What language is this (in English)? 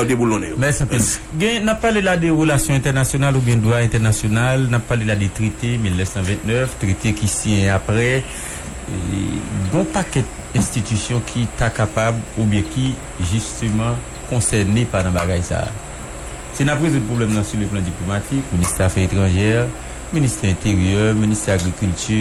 Haitian Creole